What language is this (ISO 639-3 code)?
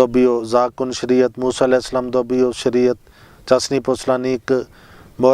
bos